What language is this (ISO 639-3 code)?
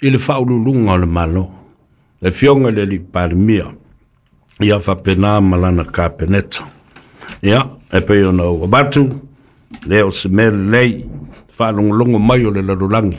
smo